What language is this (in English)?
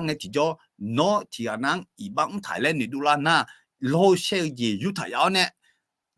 Akha